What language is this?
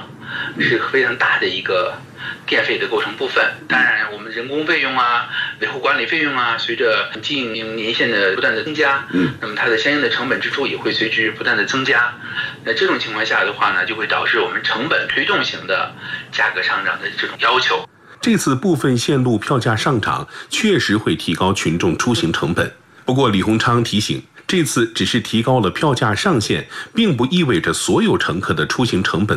Chinese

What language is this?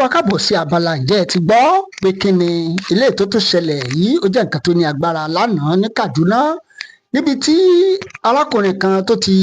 Yoruba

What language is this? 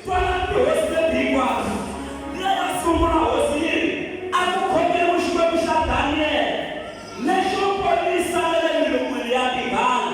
Tsonga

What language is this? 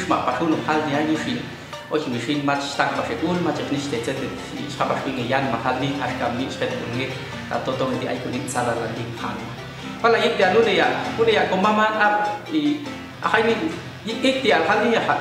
Popti'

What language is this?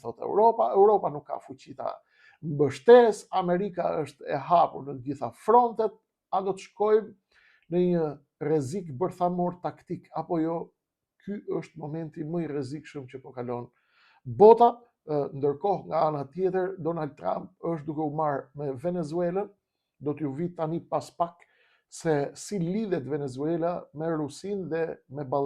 Albanian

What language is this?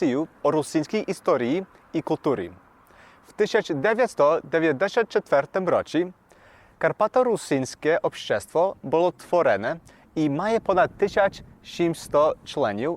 Rusyn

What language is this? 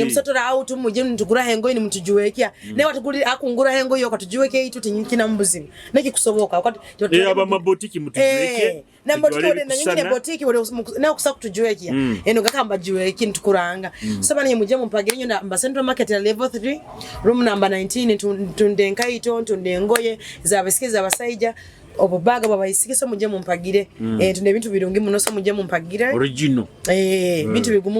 Nyoro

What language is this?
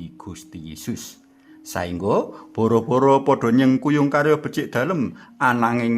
Javanese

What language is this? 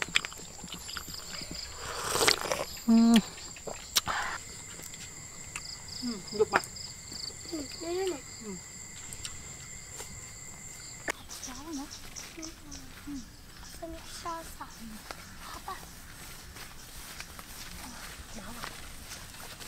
Vietnamese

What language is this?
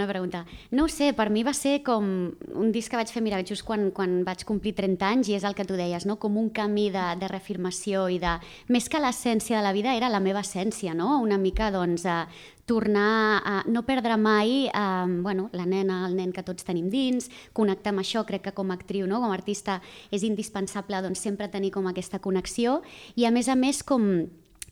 Catalan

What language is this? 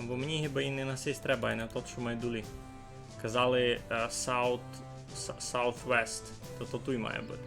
Rusyn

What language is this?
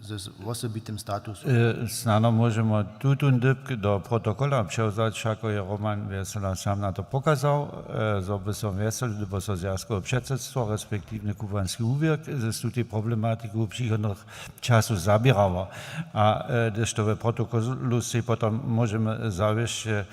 Upper Sorbian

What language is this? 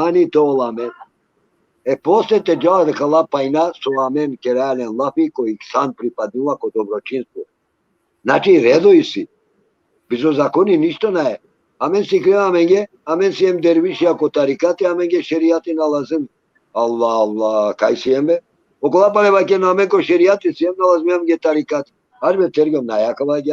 Balkan Romani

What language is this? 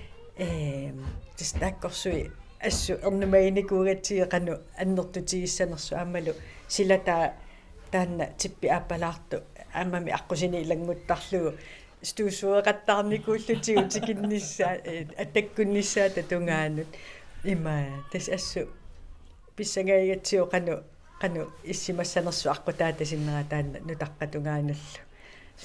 Kalaallisut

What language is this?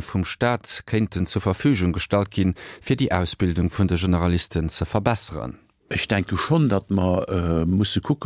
Luxembourgish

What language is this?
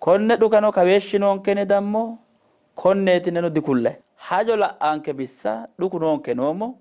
Sidamo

